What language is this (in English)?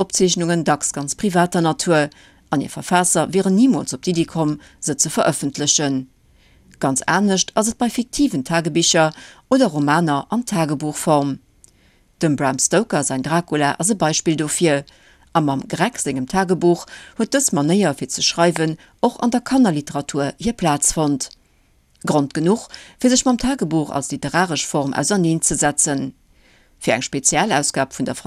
Luxembourgish